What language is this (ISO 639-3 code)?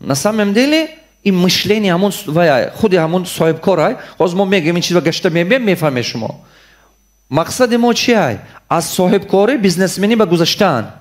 tgk